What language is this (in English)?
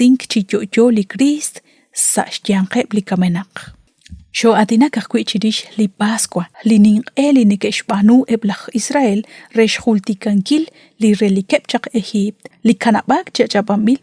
Kekchí